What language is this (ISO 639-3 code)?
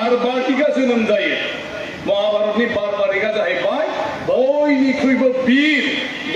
brx